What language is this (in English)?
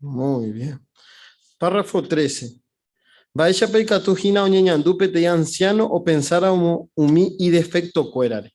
Guarani